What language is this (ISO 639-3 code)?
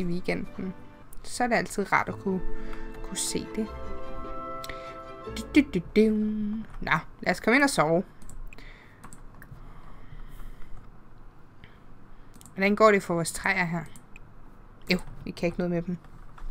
dan